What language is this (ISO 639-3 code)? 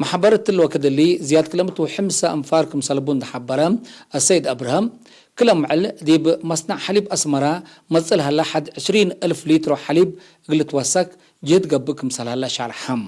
tig